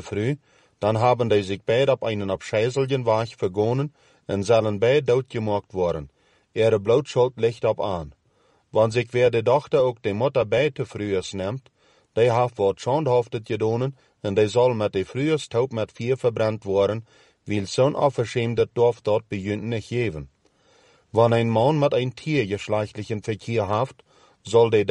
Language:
Plautdietsch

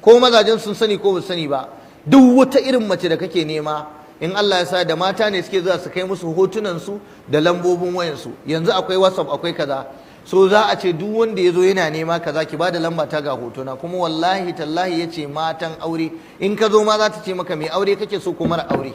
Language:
Hausa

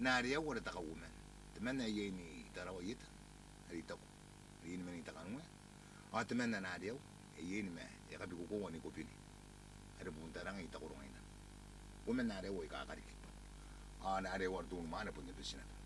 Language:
Gilbertese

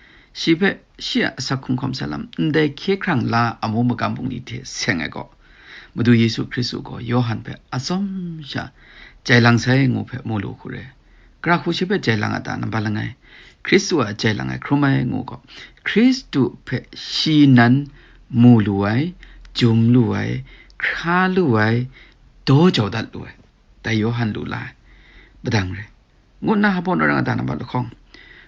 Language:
Kachin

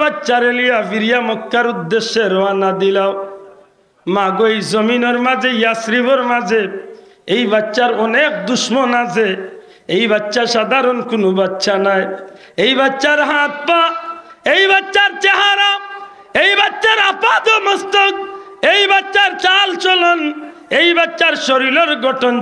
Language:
Sylheti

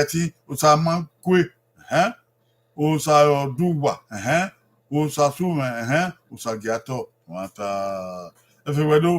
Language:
Bini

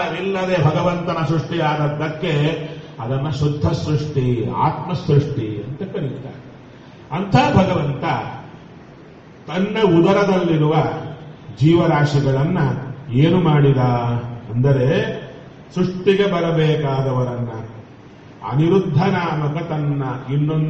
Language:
Kannada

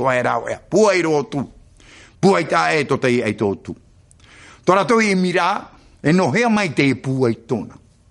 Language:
Tahitian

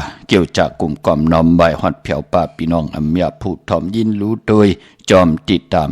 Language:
Shan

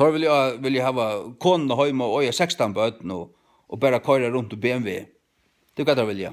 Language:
Faroese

